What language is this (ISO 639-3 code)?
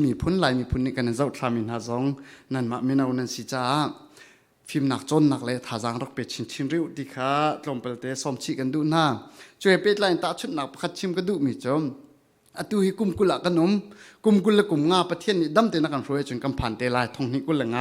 cfm